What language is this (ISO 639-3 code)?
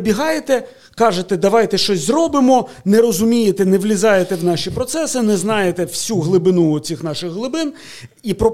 ukr